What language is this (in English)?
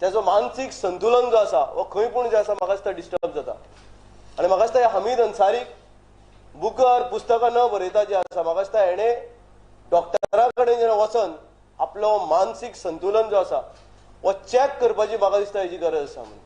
Konkani